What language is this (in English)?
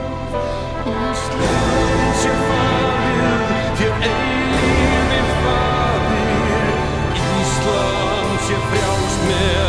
Icelandic